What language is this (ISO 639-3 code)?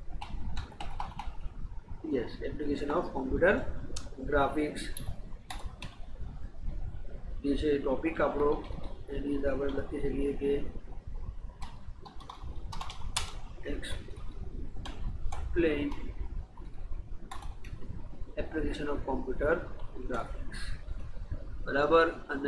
guj